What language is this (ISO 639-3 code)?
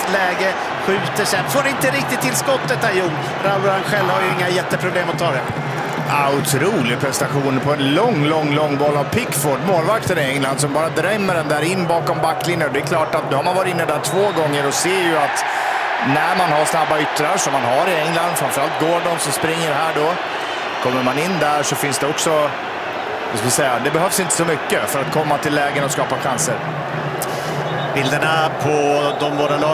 swe